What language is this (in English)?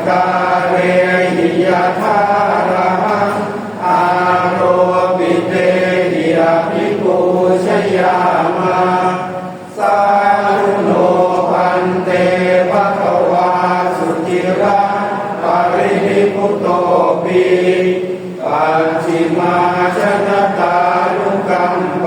Pali